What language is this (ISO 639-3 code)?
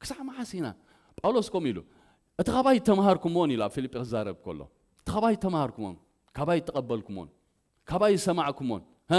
tir